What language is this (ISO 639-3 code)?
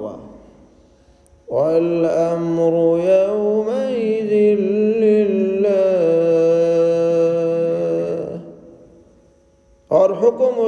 urd